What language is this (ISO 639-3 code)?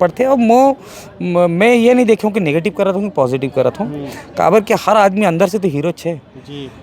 hne